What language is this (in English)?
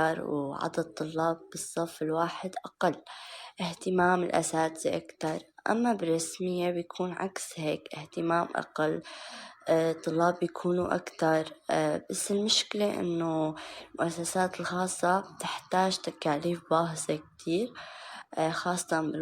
North Levantine Arabic